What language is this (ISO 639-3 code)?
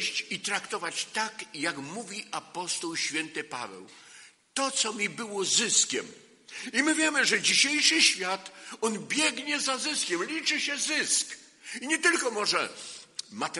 pol